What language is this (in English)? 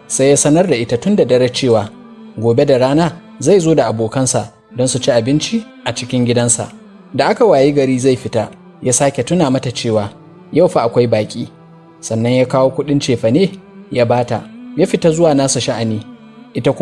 Hausa